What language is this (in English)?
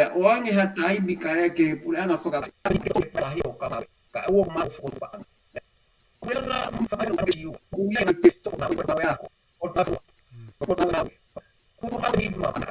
Tongan